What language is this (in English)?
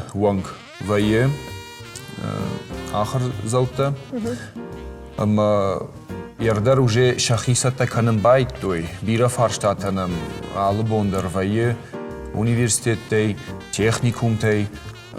Ossetic